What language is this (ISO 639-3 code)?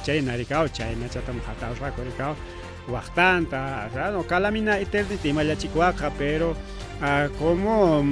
quy